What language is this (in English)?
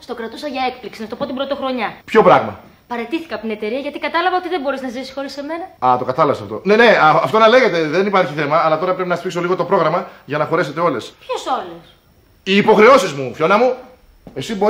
Greek